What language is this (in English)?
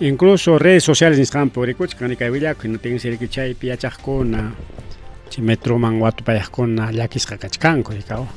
Ayacucho Quechua